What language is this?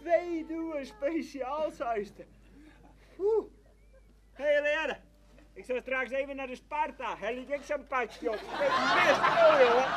Western Frisian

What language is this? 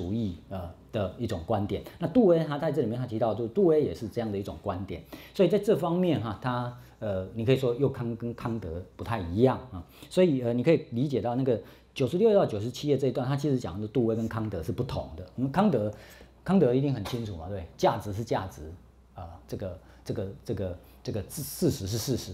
Chinese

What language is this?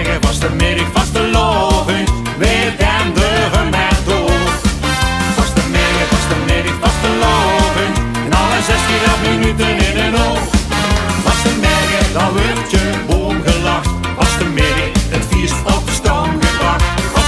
Limburgish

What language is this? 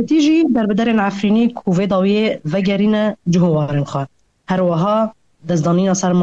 Kurdish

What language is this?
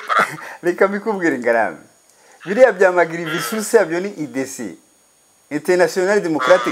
Kinyarwanda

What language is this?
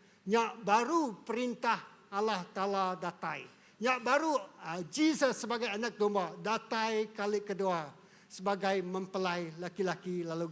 Iban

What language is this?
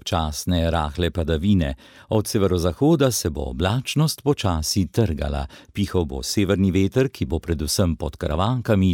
Slovenian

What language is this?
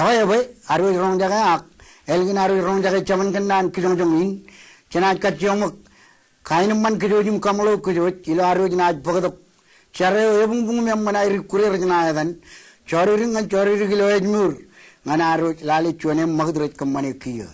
Marshallese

